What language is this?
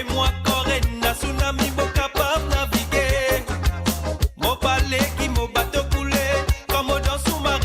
Morisyen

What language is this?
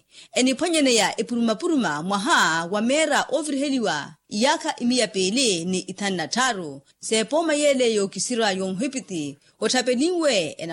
Makhuwa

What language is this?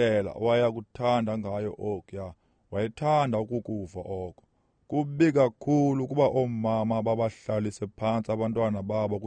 Xhosa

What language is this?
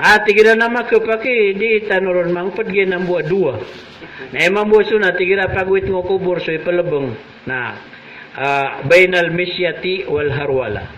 Maranao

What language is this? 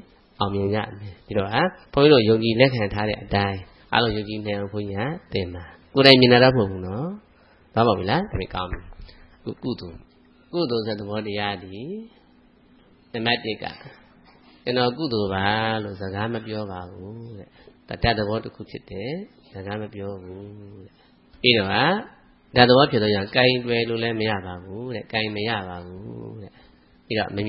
Burmese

